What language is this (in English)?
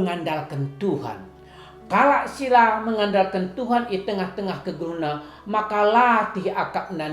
Batak Karo